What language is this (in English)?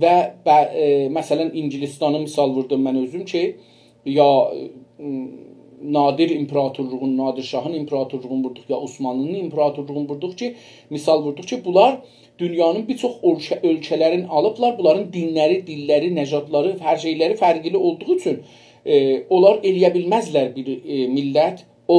South Azerbaijani